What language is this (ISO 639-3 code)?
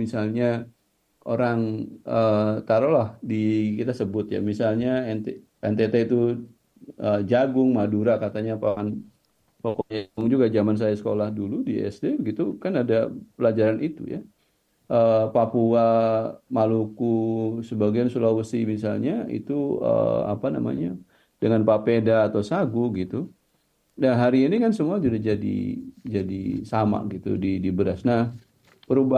ind